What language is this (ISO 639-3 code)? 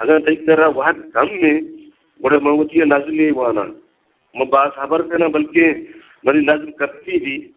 bgp